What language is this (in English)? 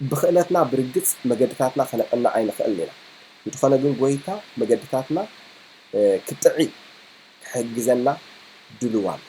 Tigrinya